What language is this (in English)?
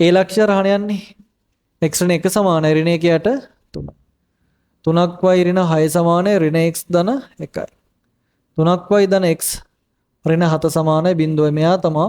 Sinhala